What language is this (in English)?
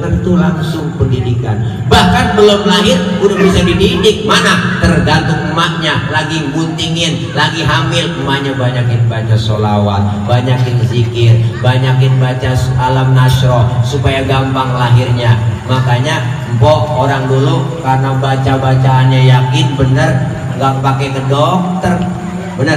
Betawi